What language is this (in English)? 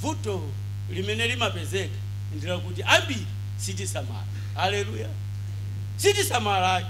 Nyanja